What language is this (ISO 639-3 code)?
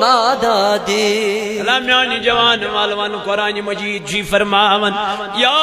kas